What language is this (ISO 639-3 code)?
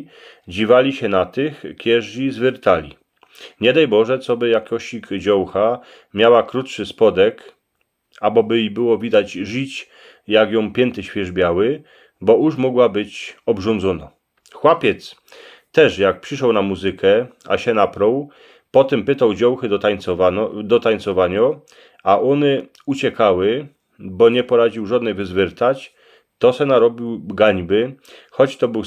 szl